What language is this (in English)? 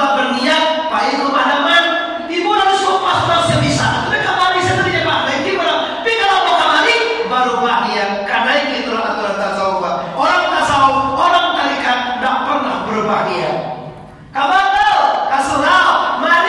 Minangkabau